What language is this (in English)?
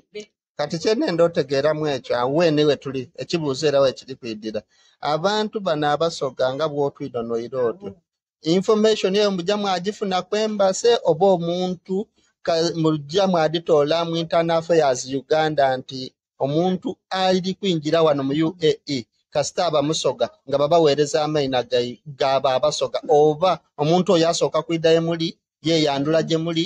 Soga